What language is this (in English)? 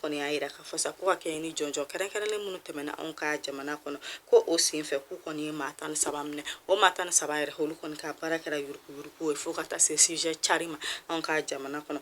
Bambara